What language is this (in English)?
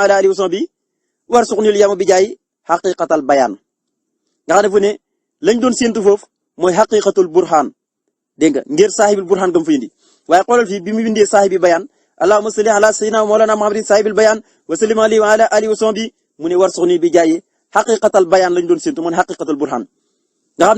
Wolof